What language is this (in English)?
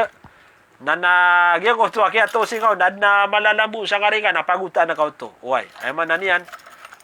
Maranao